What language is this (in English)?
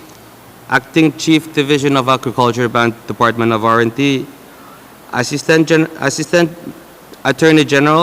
Pohnpeian